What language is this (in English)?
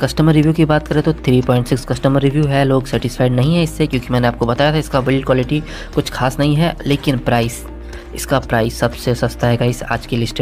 Hindi